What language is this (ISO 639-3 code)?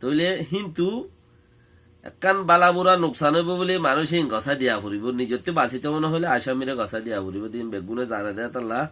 rhg